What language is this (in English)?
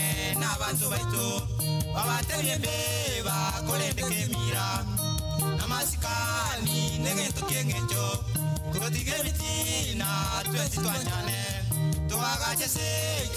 Gusii